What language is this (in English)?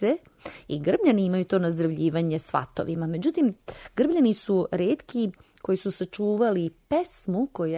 Serbian